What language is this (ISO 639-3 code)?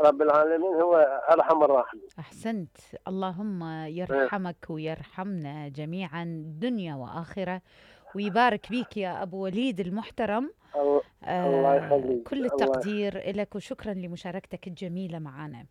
acm